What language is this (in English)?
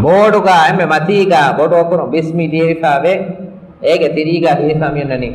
Divehi